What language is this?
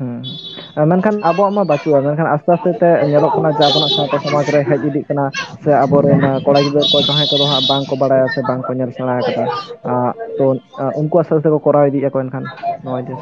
Santali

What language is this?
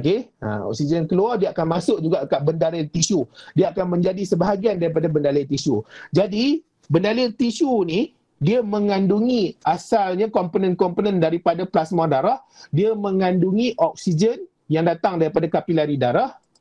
Malay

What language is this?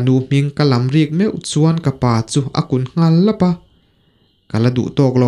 Mizo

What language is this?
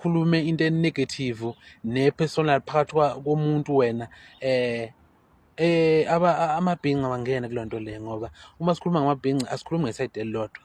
Zulu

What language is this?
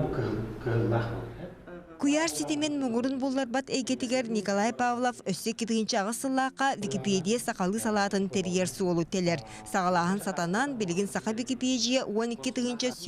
Yakut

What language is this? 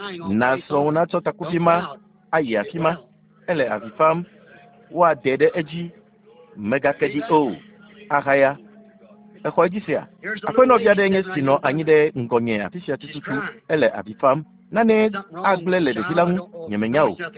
Ewe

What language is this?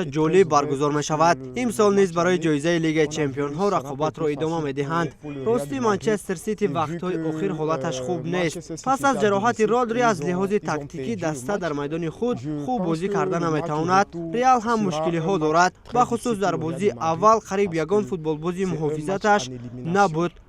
Tajik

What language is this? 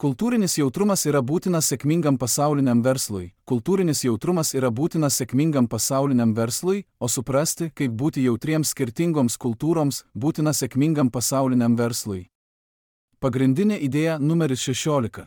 Lithuanian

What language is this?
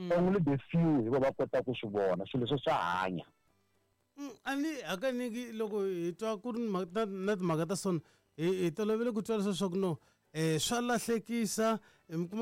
Tsonga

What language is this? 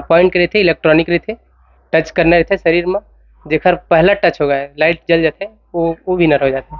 Chhattisgarhi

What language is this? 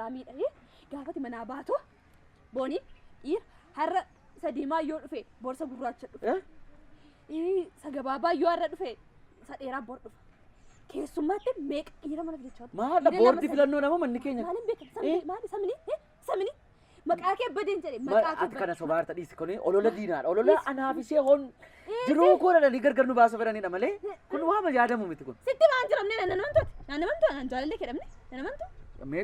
Oromo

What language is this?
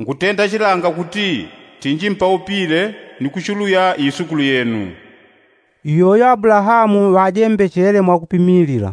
Yao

